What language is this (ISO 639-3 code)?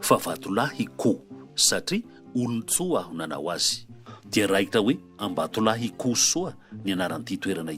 mlg